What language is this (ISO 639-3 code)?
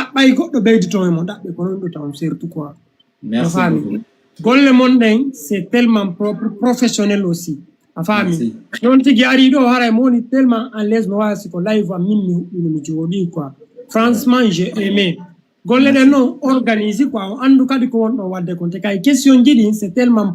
ful